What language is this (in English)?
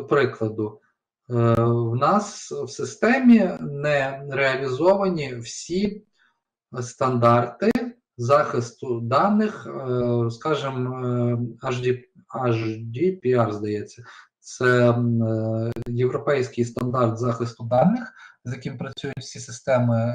Ukrainian